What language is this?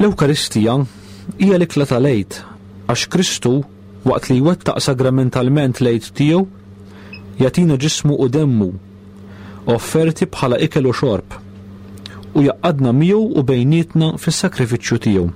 Maltese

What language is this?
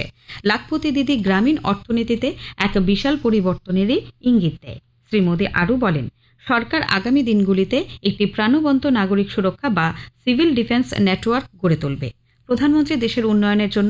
Bangla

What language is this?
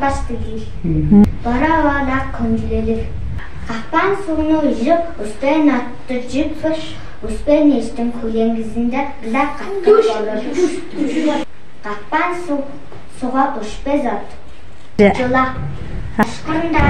Tuvinian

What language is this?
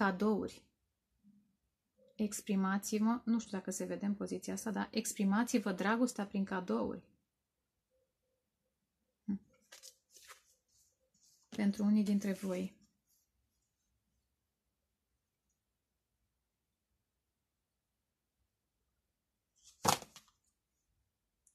Romanian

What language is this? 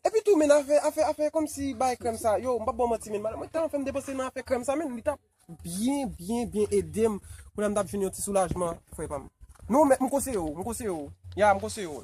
Haitian Creole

